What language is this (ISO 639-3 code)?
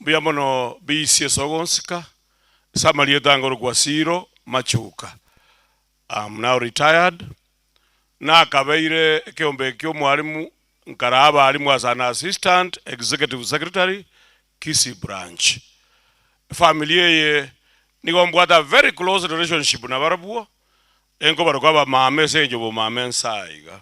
guz